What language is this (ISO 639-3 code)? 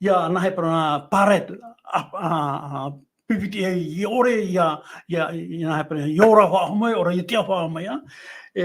tah